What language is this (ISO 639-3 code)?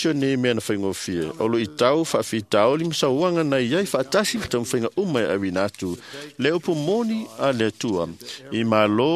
smo